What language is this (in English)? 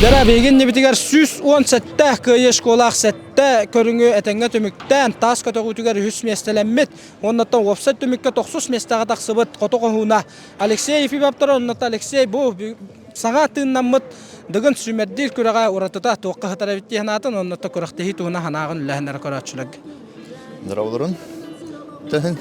Yakut